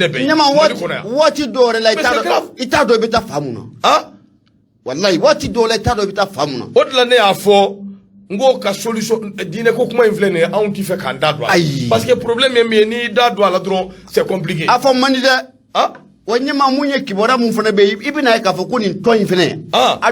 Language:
Bambara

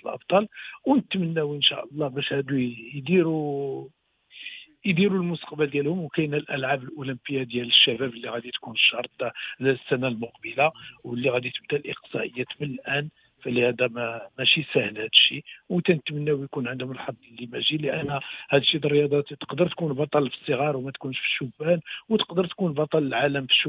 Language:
Moroccan Arabic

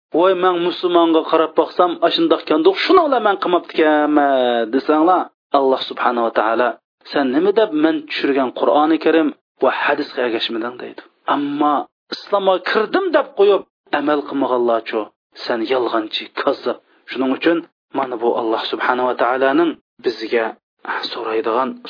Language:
Uyghur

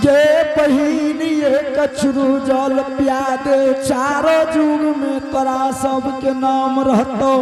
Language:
Angika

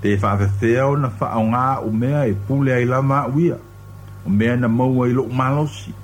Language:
Samoan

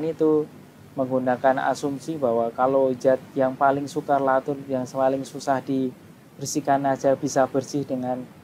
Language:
Indonesian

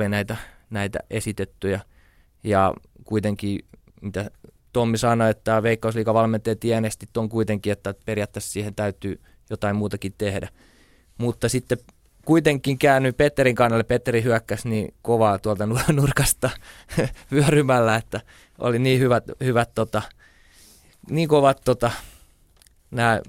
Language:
Finnish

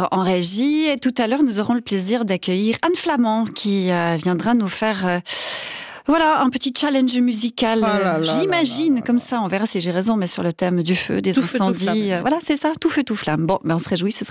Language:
French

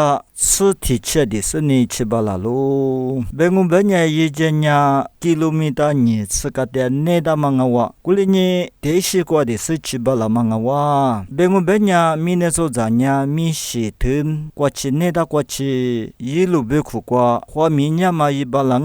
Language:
Lisu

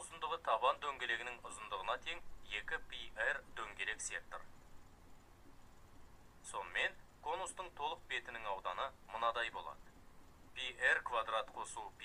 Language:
Kazakh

